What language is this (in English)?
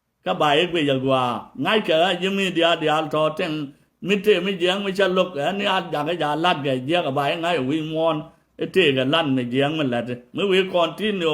Nuer